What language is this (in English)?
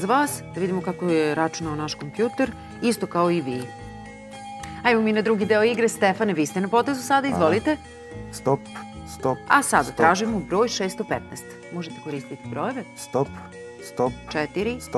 Serbian